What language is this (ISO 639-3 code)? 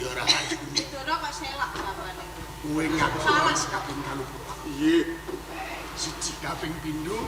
jav